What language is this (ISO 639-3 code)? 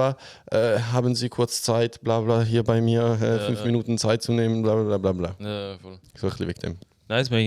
gsw